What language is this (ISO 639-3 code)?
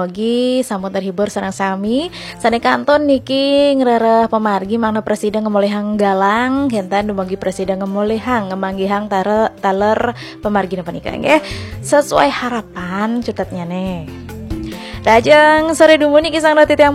ban